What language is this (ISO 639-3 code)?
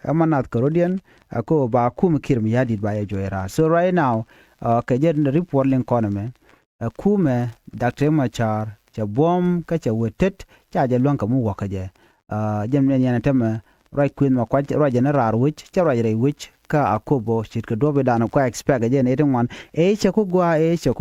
nus